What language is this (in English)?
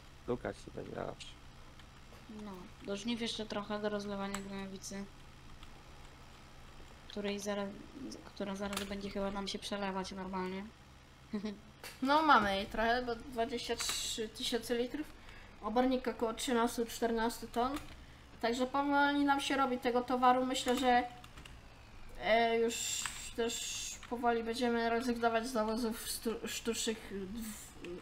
Polish